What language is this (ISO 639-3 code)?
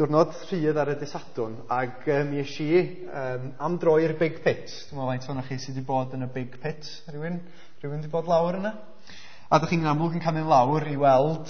cym